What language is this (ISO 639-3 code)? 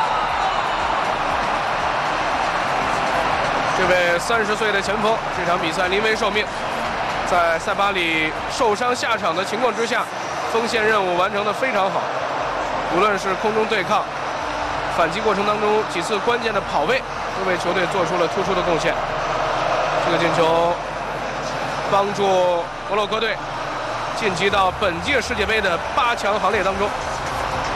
zho